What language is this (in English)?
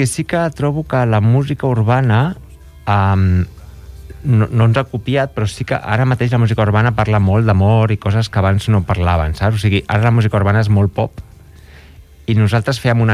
Catalan